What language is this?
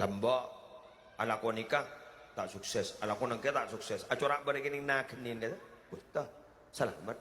Madurese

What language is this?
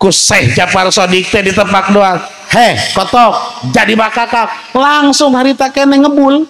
Sundanese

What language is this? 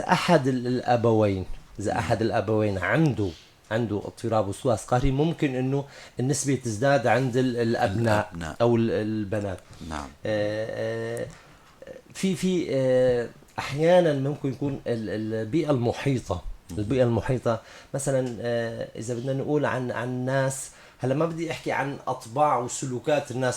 North Levantine Arabic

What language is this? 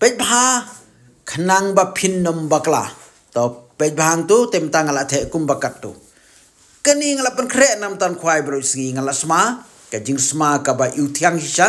Khasi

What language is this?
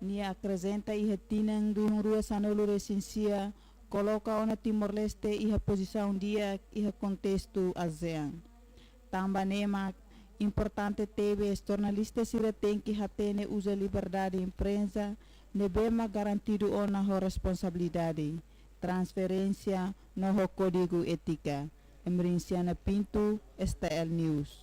Tetum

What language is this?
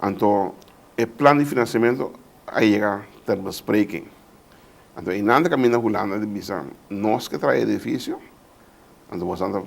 Papiamento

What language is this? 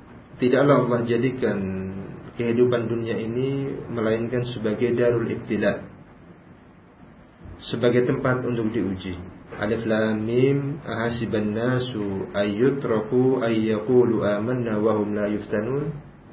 Indonesian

